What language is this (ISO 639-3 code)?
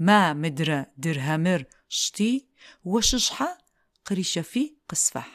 ady